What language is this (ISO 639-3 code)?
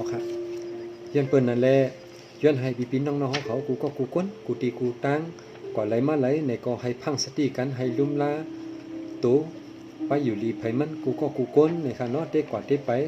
shn